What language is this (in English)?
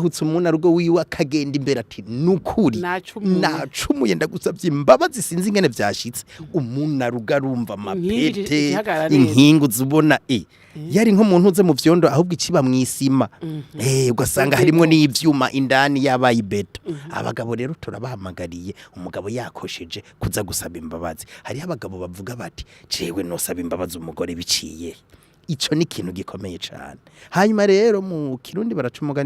Rundi